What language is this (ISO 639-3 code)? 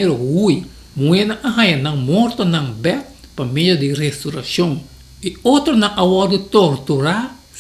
pap